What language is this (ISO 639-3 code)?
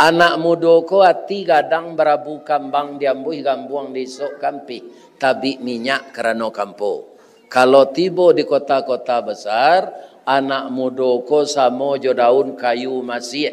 min